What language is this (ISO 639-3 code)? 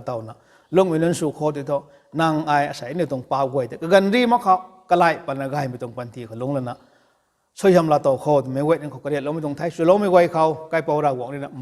nbu